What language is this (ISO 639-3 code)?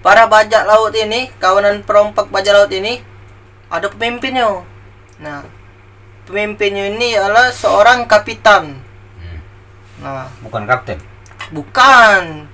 mui